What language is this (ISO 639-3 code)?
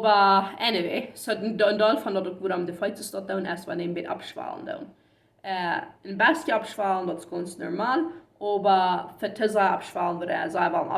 pdt